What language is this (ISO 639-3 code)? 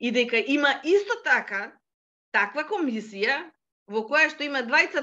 mkd